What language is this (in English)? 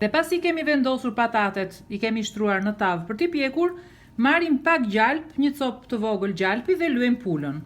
Albanian